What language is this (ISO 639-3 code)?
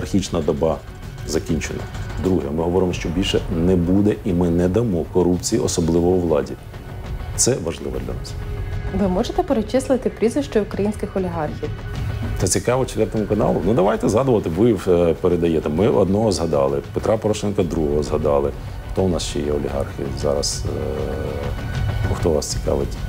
ukr